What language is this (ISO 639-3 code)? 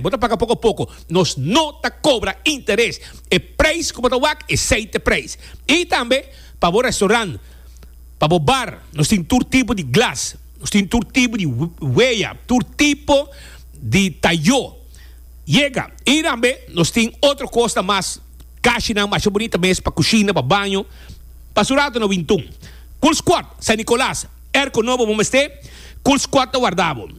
pap